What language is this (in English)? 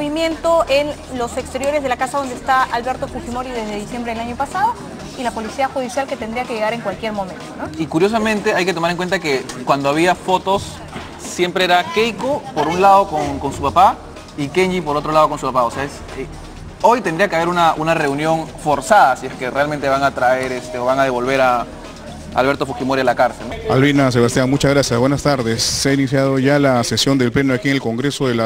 Spanish